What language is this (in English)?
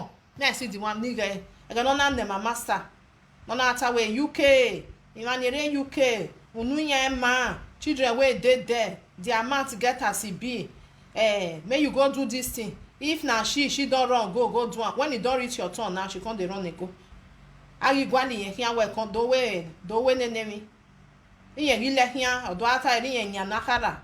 Nigerian Pidgin